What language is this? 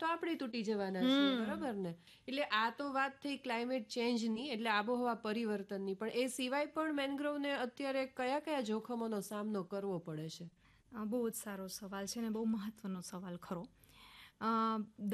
Gujarati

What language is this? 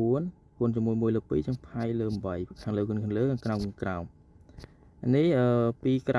Khmer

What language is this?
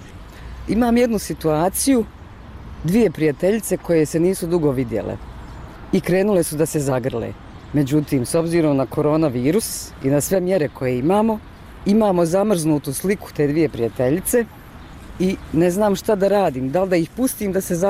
Bosnian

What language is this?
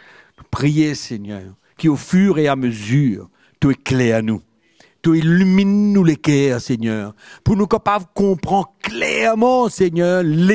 Morisyen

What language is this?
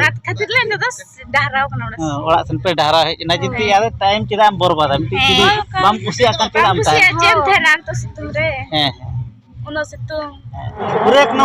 Santali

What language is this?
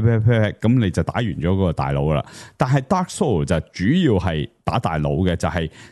Cantonese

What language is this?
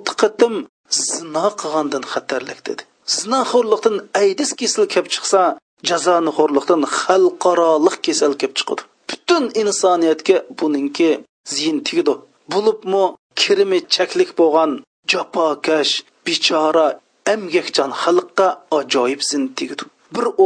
Uyghur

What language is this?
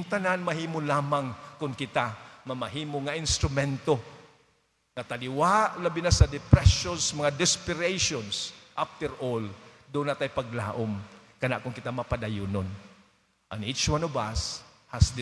Cebuano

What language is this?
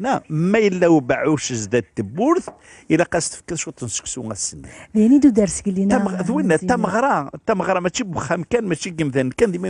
Kabyle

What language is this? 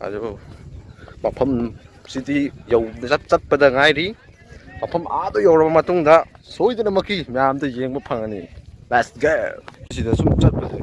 Manipuri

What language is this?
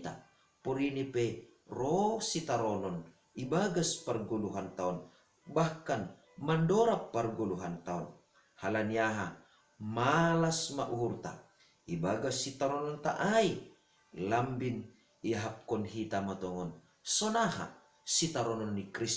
Batak Simalungun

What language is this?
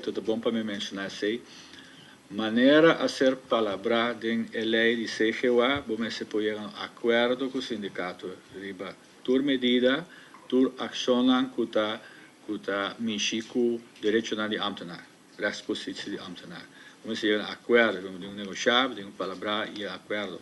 Papiamento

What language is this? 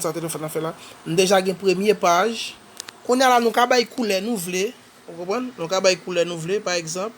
Haitian Creole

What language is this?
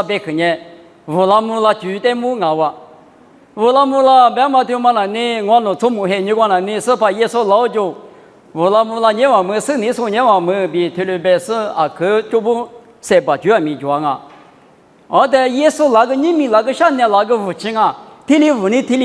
Lisu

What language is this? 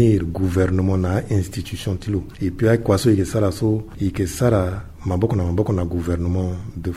Sango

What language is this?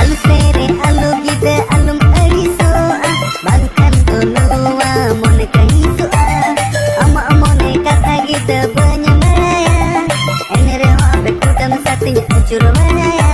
Santali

